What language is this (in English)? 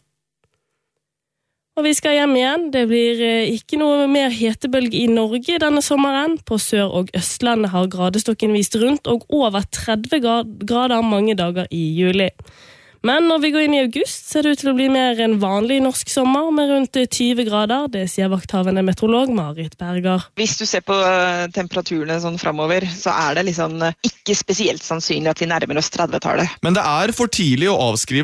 Norwegian